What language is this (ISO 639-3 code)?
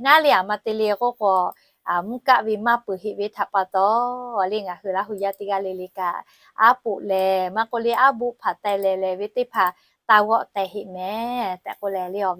lhu